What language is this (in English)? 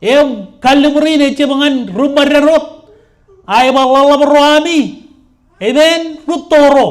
Marshallese